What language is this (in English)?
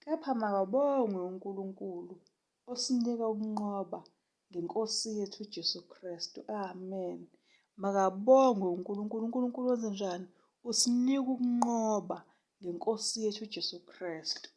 Zulu